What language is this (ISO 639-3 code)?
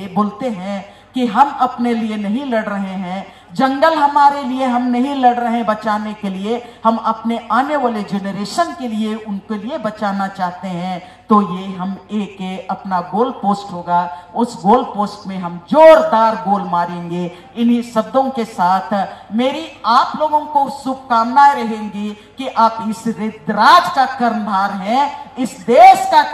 hin